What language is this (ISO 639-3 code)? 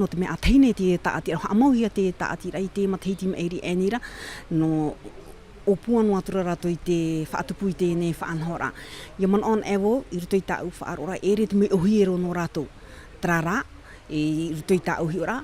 tah